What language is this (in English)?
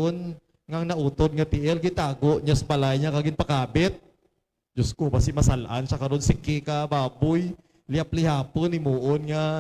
Hiligaynon